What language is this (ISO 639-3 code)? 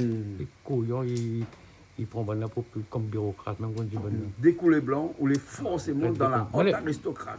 rcf